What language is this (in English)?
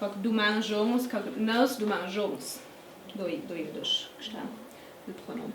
Ladin